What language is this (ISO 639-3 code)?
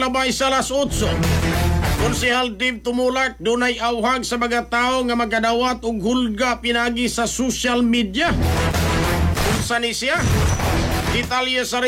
ceb